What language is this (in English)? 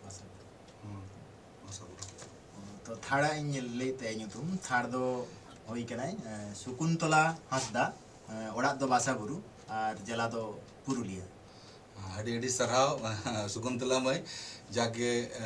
Santali